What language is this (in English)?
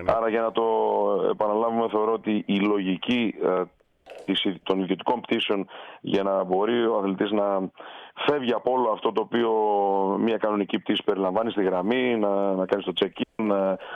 Greek